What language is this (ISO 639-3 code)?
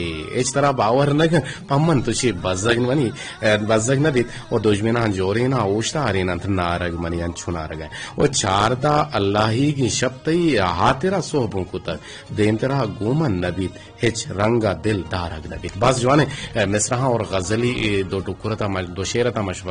bgp